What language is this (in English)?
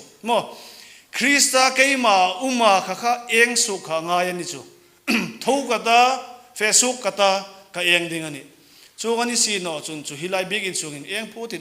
Hmar